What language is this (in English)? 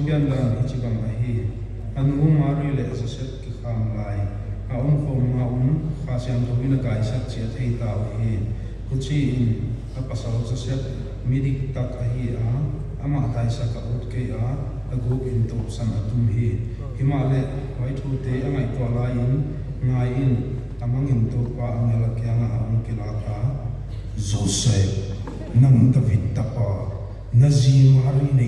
Paite Chin